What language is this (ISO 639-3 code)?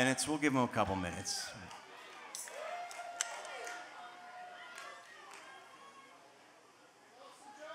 eng